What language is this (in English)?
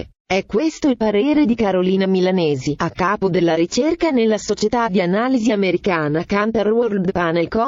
Italian